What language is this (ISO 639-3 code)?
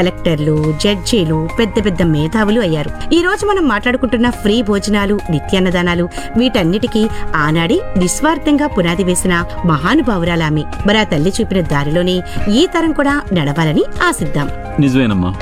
tel